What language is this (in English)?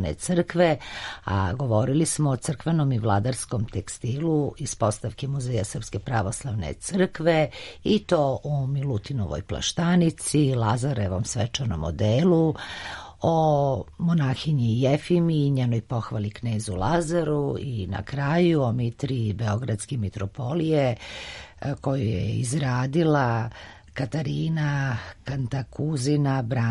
Serbian